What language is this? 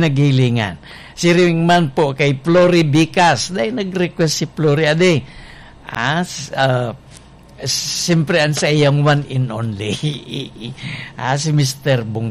Bikol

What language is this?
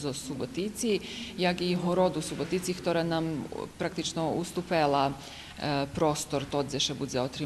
Rusyn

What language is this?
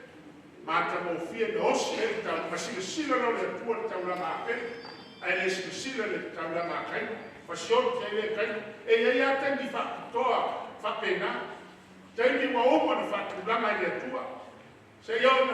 Samoan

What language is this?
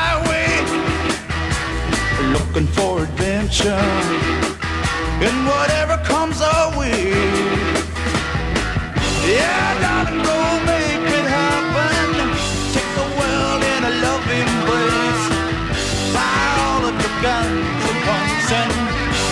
English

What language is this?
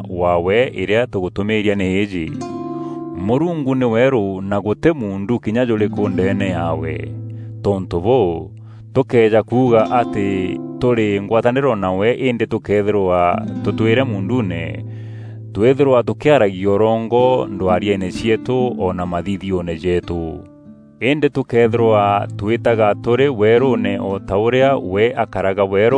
Meru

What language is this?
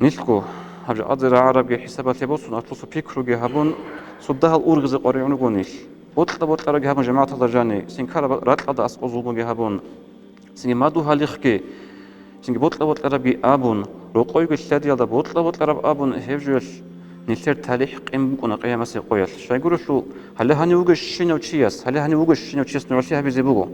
Avaric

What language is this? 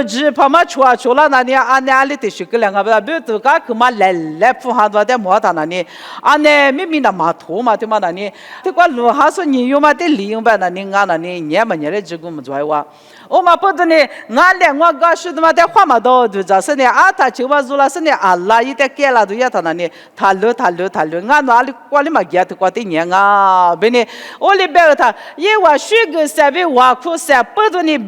Lisu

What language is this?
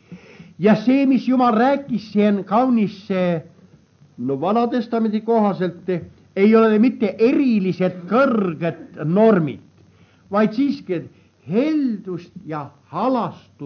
Estonian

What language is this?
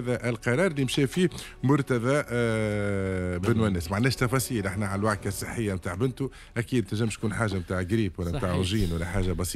Tunisian Arabic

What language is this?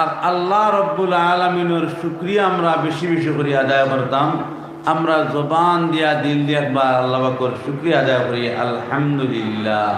Sylheti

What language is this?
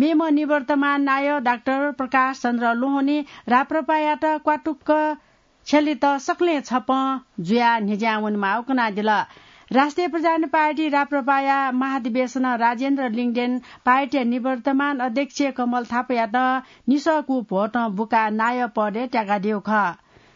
Newari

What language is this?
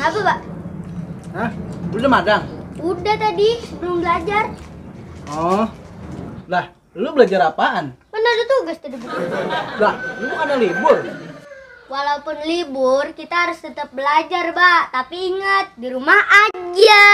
Betawi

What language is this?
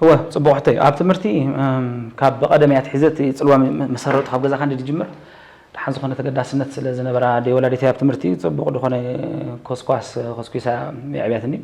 Tigrinya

